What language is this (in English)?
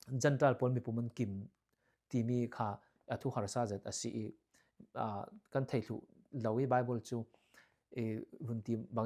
Falam Chin